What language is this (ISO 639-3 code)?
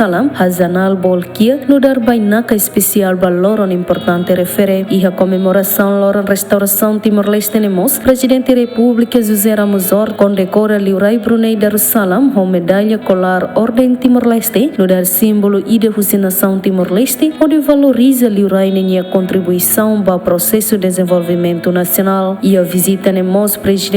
tet